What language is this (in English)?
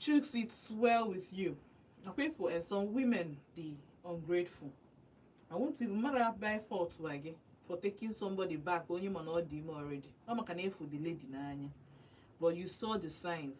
Igbo